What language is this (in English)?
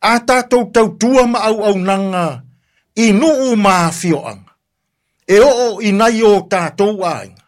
Samoan